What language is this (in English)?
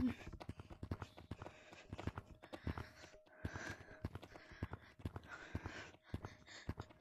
Danish